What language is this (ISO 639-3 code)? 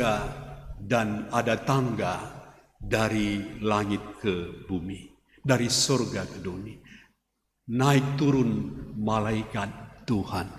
btx